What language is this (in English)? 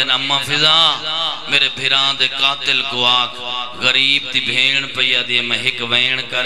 Saraiki